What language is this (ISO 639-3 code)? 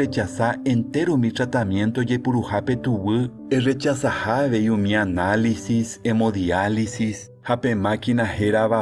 grn